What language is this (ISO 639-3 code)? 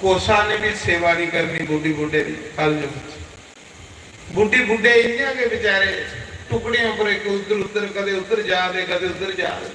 doi